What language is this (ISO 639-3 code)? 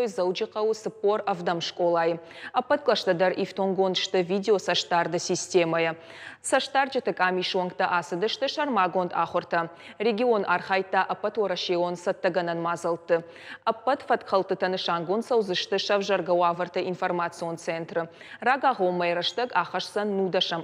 oss